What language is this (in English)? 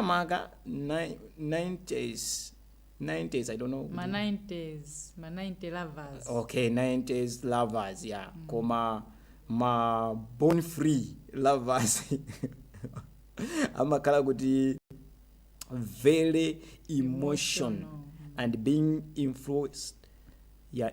Nyanja